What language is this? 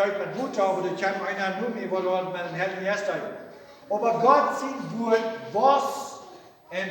Plautdietsch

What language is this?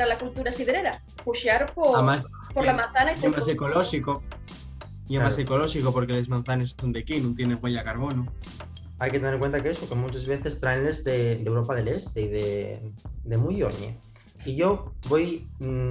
Asturian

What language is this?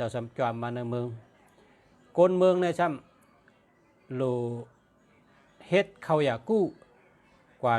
Shan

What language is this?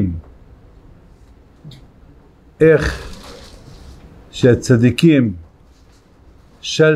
Hebrew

